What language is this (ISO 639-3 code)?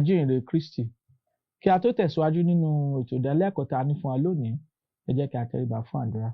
yor